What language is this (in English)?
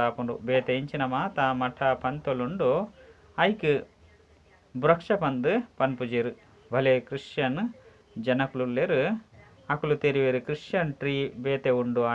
Tulu